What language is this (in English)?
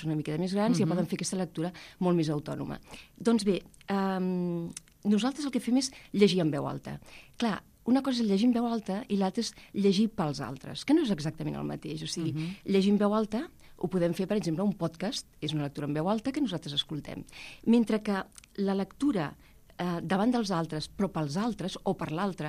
Catalan